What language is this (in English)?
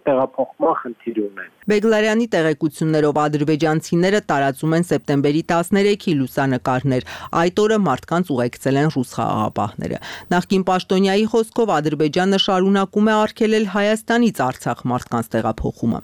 Armenian